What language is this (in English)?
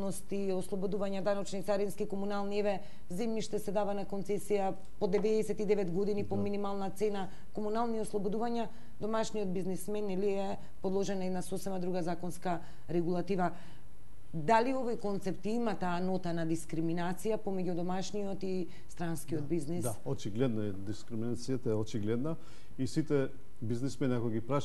Macedonian